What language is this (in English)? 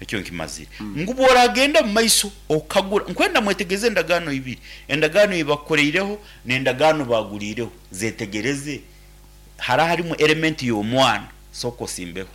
Nyankole